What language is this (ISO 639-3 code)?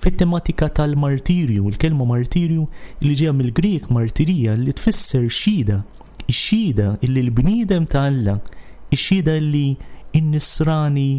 mlt